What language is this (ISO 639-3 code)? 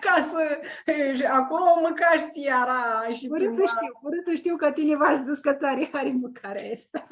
rup